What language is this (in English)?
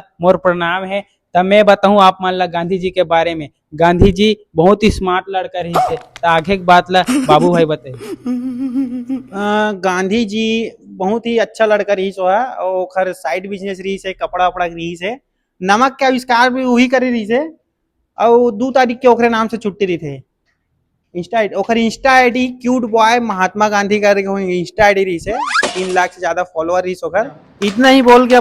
Chhattisgarhi